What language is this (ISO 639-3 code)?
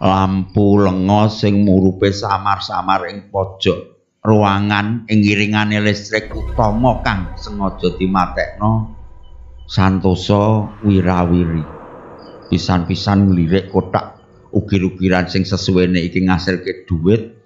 jav